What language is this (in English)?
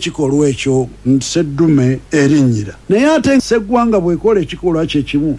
Ganda